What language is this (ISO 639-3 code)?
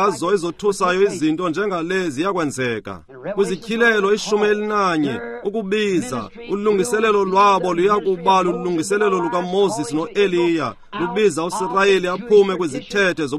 xho